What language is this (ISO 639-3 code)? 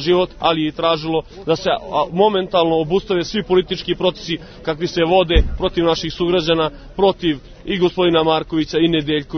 srp